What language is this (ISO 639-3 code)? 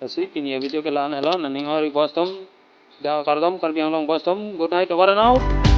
mjw